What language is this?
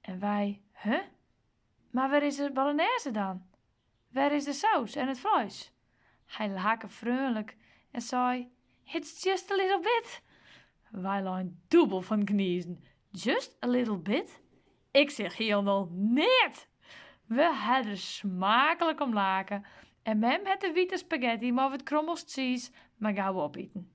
Western Frisian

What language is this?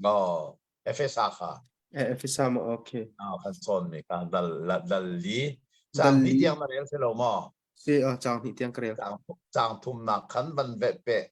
Hakha Chin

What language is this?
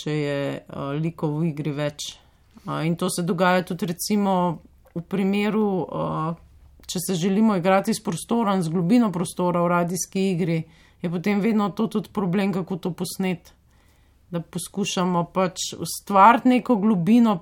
Slovenian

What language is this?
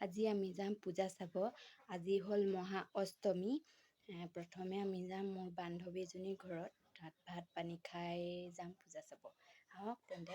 Assamese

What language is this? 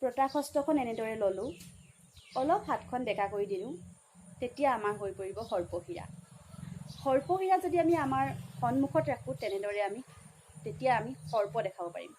Assamese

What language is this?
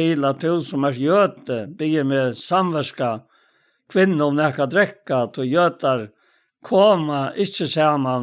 Faroese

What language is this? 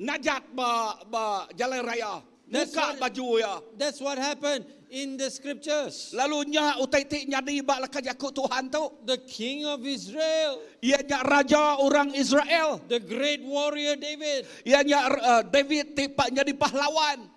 Iban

